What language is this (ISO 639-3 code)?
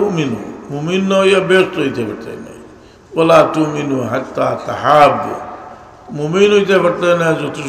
syl